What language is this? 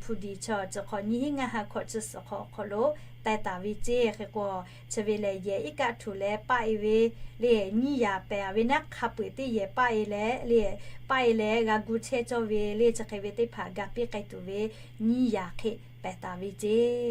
Lahu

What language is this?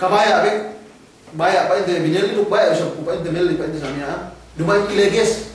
Yakan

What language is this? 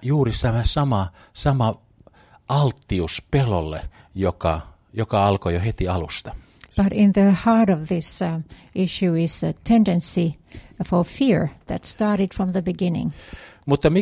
Finnish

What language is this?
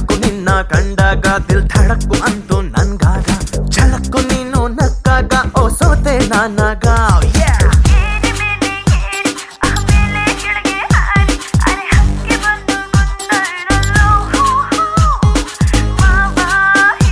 Kannada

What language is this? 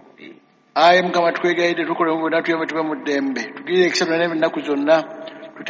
Ganda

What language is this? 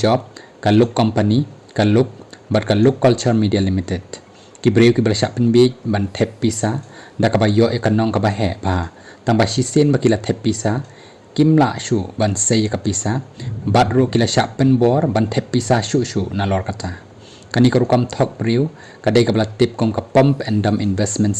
Khasi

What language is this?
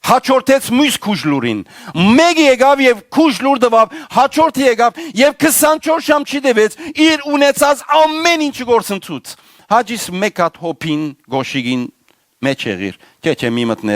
Western Armenian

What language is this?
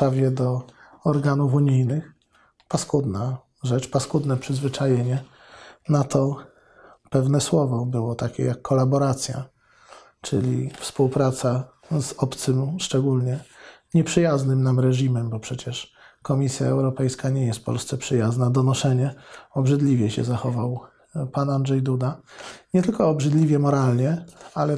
Polish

